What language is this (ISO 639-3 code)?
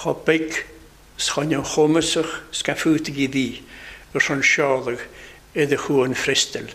cym